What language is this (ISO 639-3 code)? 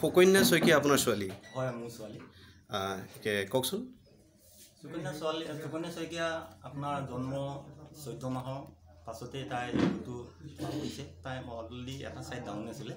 asm